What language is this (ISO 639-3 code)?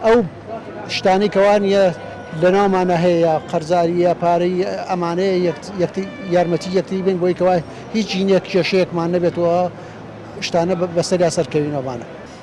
ckb